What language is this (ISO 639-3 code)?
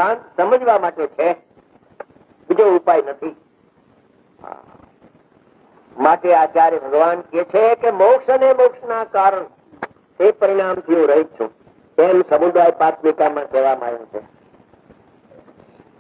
guj